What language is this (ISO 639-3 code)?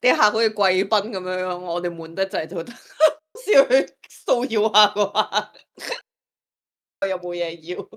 yue